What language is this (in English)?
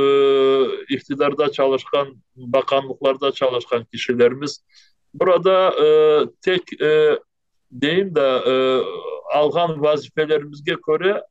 Crimean Tatar